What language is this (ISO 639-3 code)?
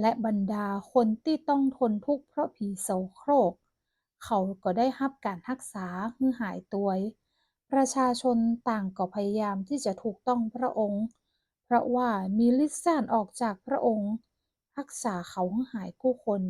nod